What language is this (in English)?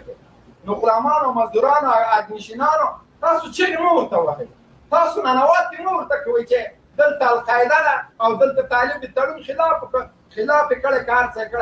Pashto